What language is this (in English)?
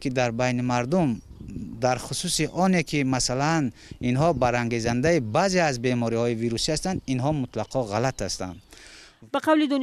Tajik